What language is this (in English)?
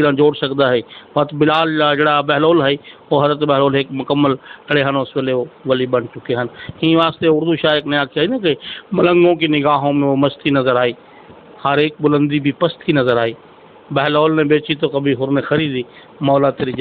Saraiki